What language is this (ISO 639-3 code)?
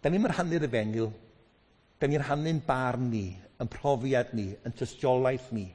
cym